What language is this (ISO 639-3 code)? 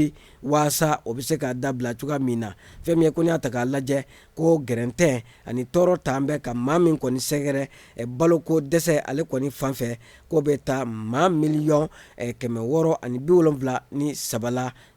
bam